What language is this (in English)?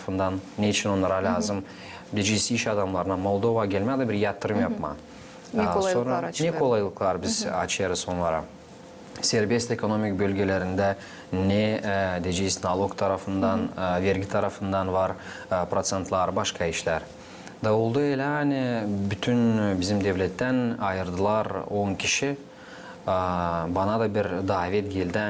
Gagauz